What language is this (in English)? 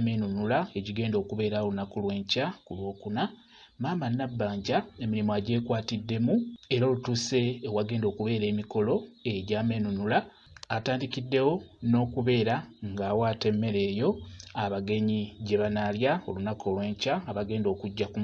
Ganda